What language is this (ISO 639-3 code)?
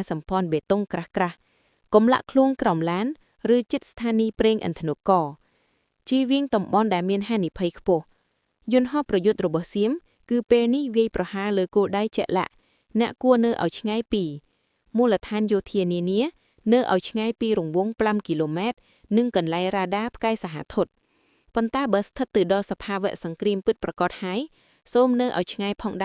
khm